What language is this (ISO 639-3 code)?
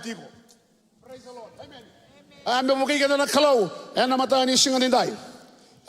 fij